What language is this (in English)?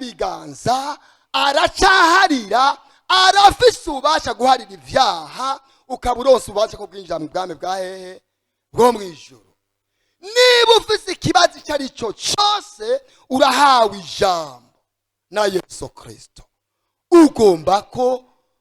Rundi